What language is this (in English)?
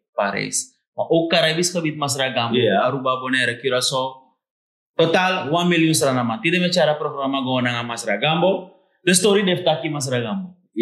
Sranan Tongo